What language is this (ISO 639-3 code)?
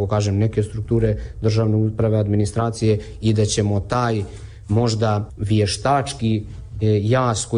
bos